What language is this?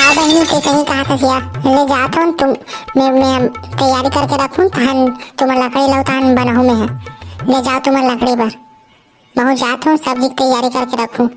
Chhattisgarhi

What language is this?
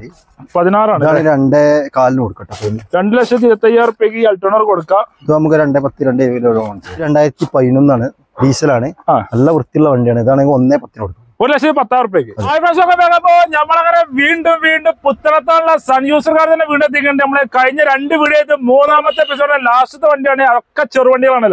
Malayalam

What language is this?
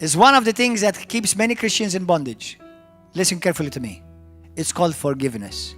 English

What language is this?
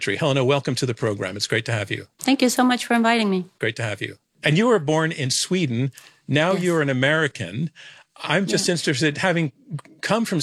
English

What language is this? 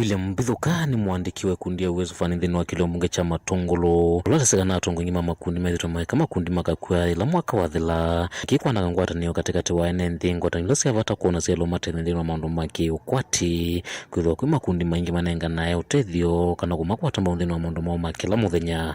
Kamba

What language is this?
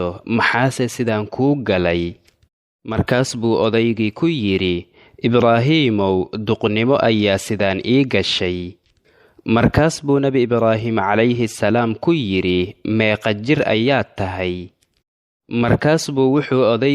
Somali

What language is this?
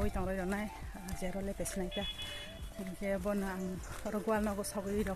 Kok Borok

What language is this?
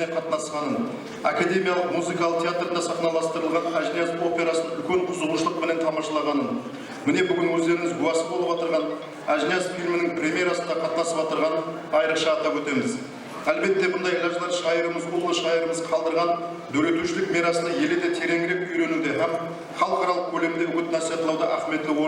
Kara-Kalpak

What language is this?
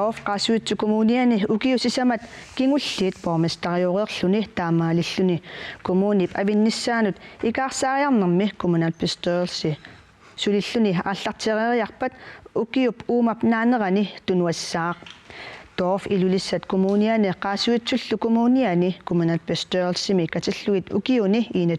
Kalaallisut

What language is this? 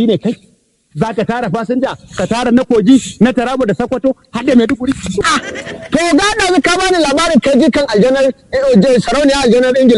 Hausa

